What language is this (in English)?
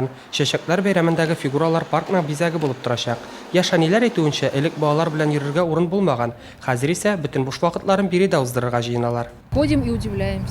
Tatar